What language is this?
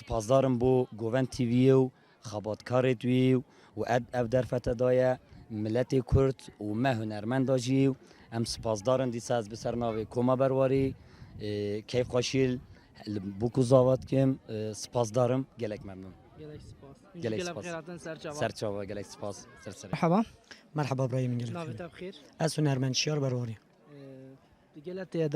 Kurdish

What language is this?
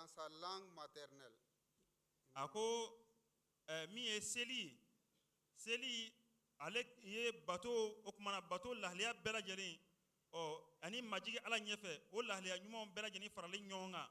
Bambara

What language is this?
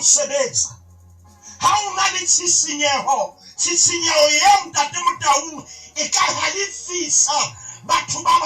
Southern Sotho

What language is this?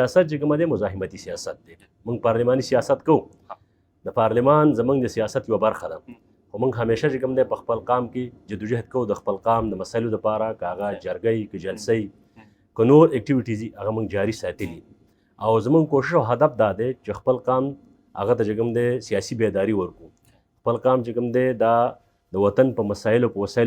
Pashto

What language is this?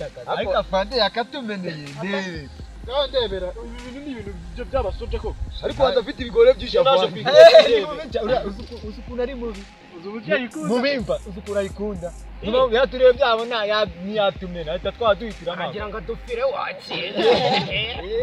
Kinyarwanda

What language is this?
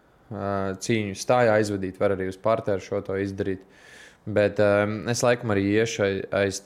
Latvian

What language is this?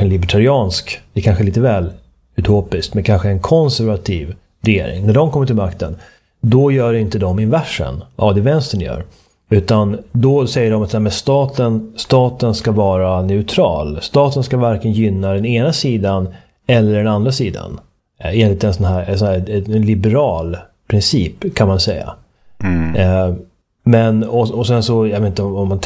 Swedish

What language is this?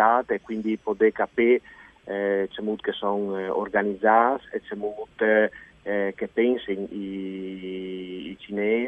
Friulian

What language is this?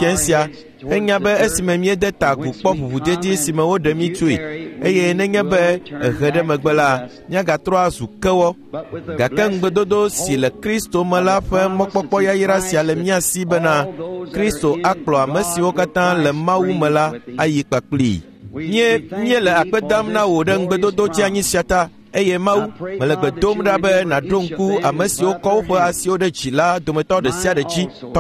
Ewe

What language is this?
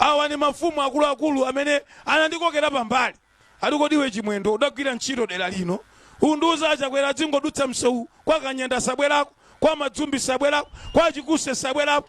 Nyanja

